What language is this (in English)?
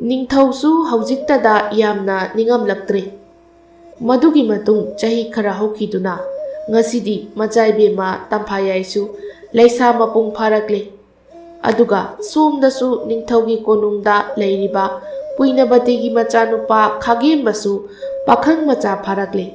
Manipuri